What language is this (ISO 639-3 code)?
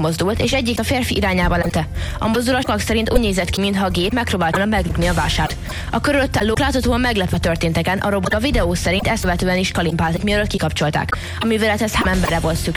hun